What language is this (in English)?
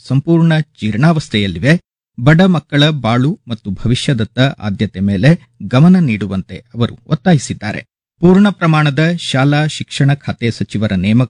Kannada